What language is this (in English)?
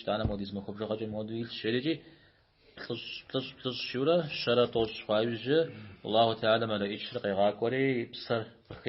Kabardian